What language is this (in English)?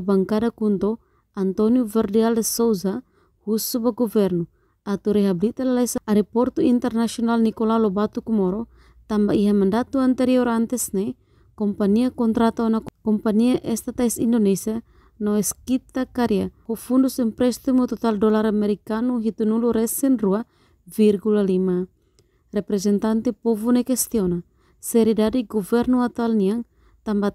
Tetum